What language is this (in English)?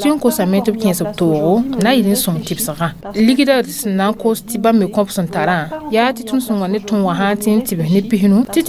Mossi